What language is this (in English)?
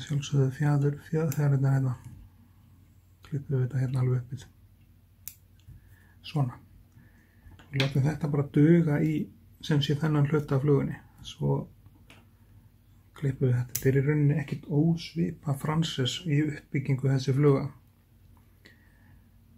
Icelandic